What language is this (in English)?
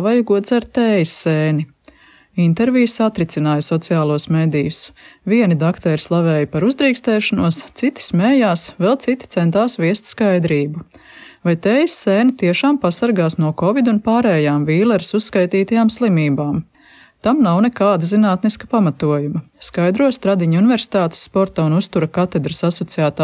Latvian